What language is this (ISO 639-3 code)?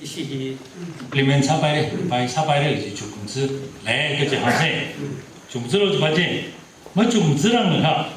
nmf